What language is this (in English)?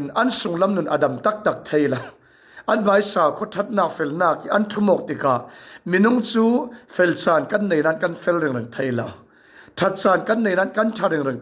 Falam Chin